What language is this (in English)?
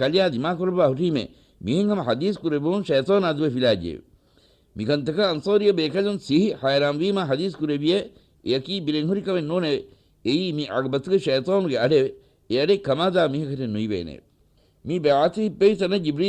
Divehi